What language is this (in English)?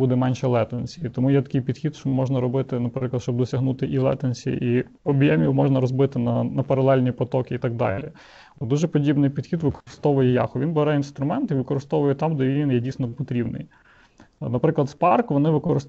Ukrainian